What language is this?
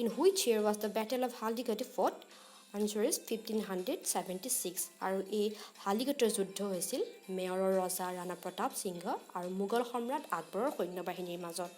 Assamese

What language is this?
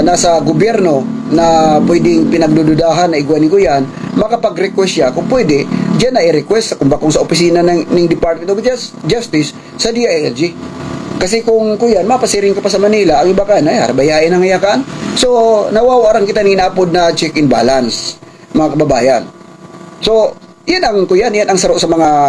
Bikol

